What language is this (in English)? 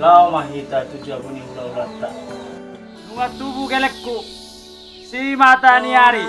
Batak Toba